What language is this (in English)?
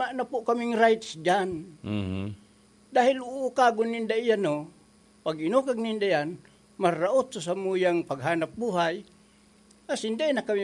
Bikol